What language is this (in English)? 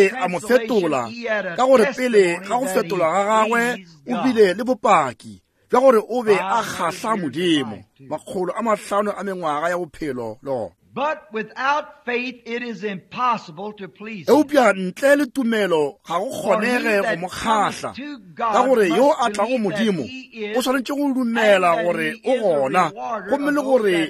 Northern Sotho